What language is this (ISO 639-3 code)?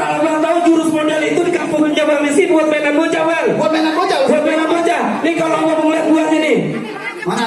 bew